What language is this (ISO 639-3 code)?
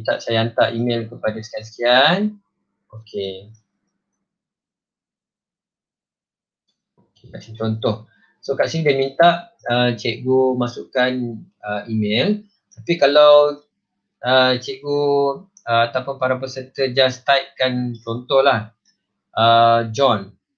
msa